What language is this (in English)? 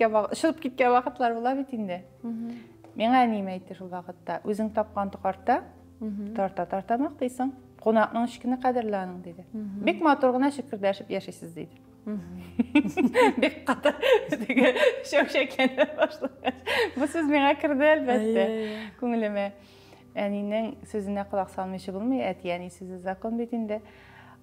Tatar